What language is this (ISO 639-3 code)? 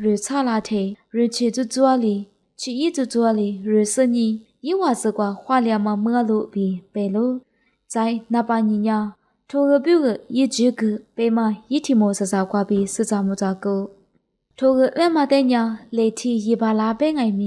lis